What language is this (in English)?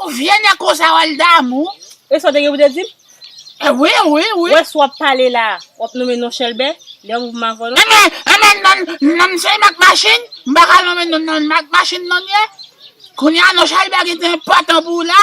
Haitian Creole